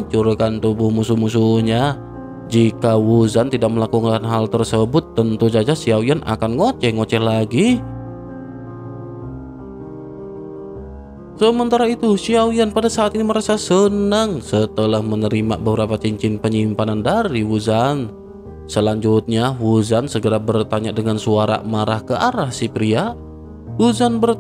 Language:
Indonesian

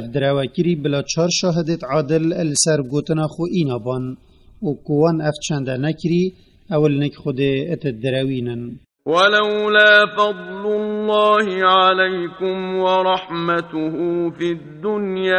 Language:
Kurdish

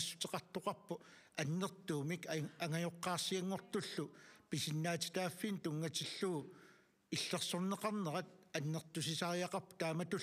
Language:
Kalaallisut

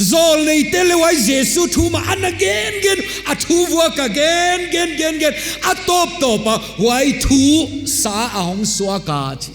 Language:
Paite Chin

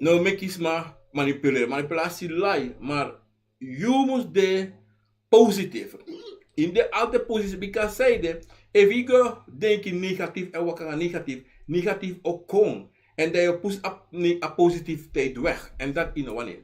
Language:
Sranan Tongo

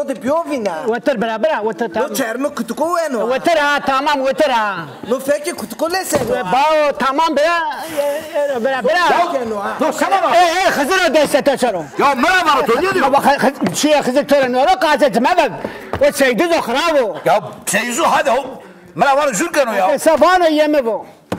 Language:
Zaza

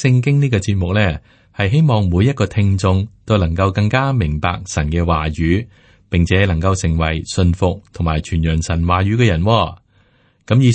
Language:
Cantonese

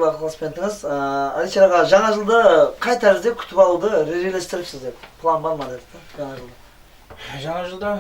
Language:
Kara-Kalpak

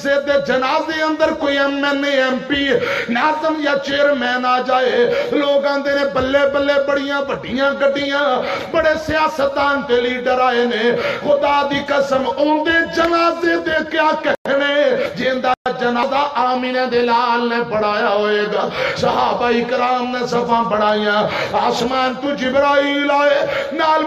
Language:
Western Panjabi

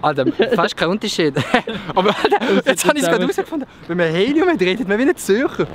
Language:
Swiss German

